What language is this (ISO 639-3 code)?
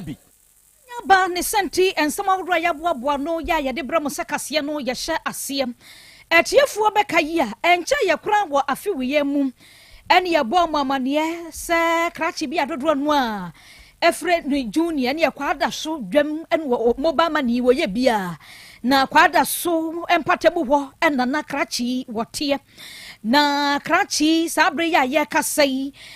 aka